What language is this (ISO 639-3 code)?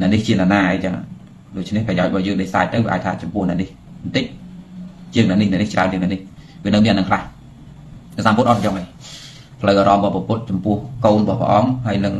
khm